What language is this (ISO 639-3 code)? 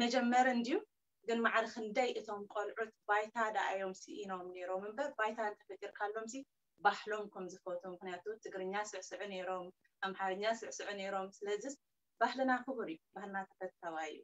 tir